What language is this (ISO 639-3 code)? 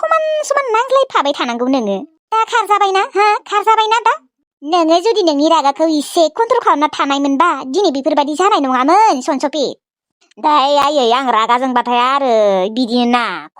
brx